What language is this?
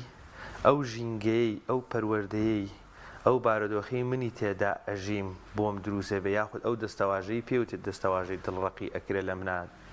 Central Kurdish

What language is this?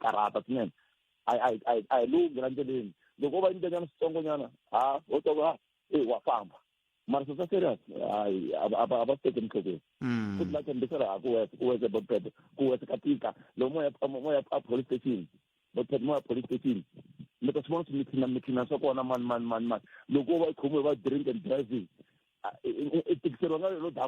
Tsonga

